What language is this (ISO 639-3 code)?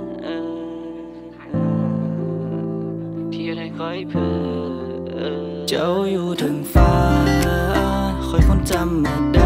tha